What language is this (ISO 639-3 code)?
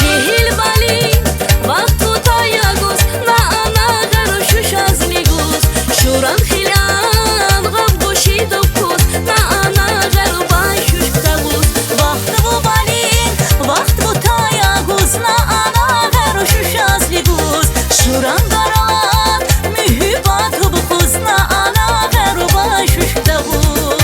tab